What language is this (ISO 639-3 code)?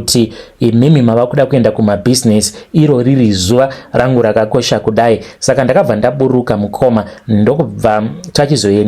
sna